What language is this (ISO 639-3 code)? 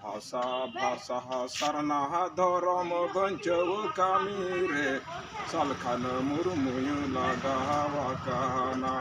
sat